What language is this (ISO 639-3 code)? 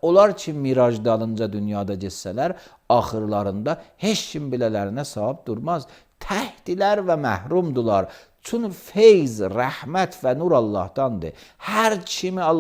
aze